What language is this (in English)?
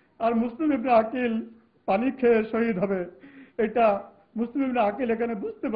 Bangla